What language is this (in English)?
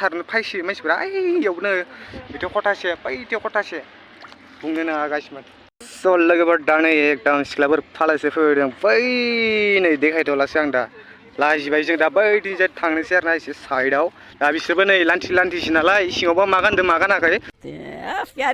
Bodo